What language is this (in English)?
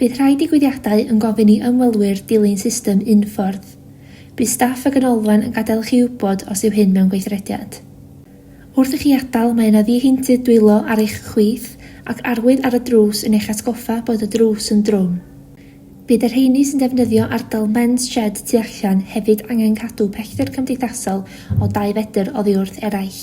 Welsh